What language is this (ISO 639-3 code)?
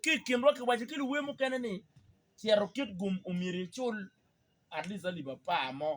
ach